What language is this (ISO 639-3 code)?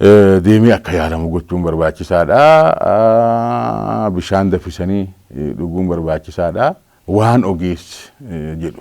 orm